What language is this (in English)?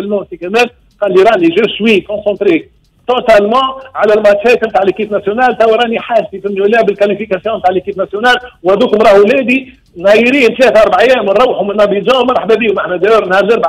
Tunisian Arabic